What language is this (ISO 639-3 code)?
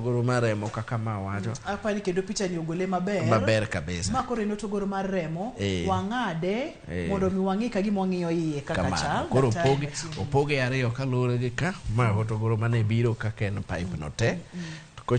luo